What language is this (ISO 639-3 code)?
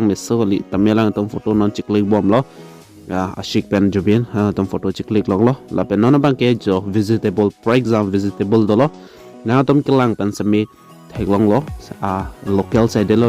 mjw